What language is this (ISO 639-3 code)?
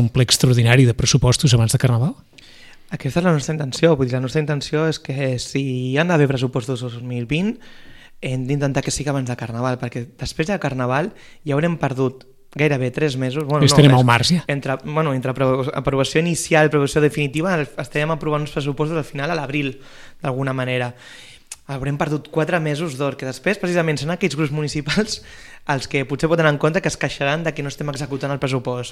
cat